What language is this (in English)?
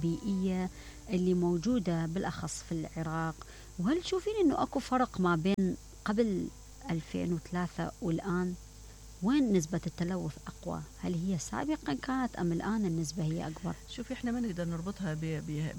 Mesopotamian Arabic